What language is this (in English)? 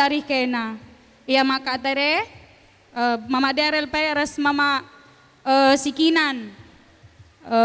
Batak Karo